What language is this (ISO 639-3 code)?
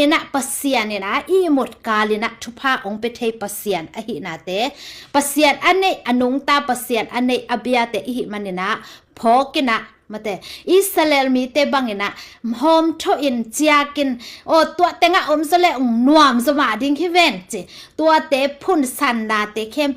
ctd